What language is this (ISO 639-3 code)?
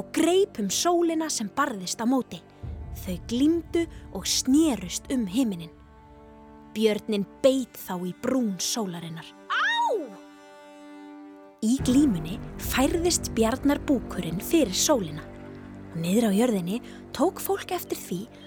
isl